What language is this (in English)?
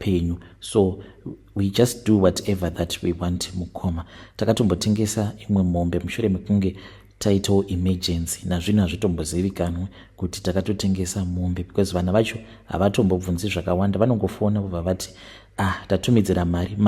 Shona